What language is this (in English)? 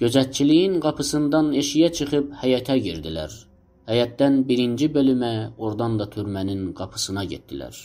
South Azerbaijani